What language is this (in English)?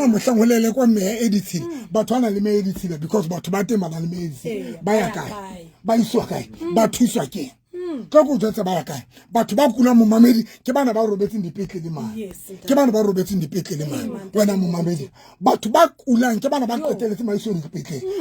Southern Sotho